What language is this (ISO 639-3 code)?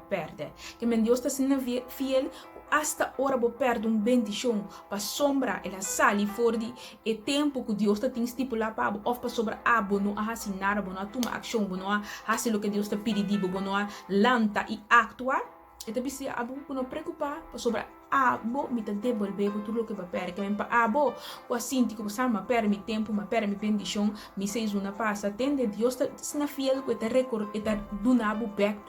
pap